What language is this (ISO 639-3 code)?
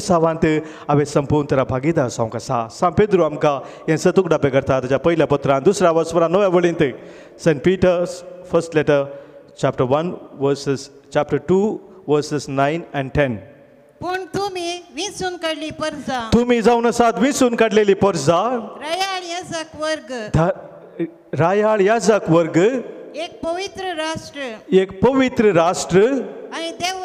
kok